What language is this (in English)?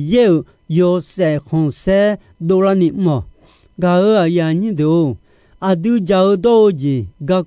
Akha